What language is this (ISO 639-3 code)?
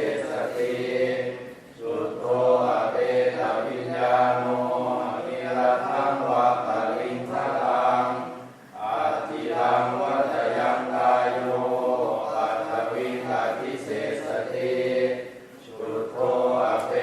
pli